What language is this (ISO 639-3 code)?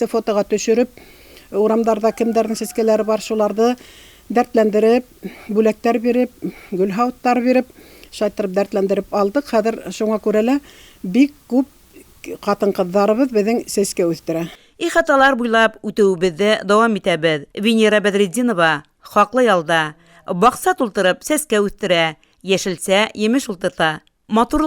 bak